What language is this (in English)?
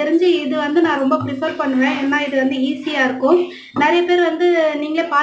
Tamil